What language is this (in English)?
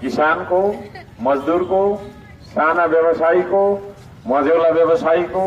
Nepali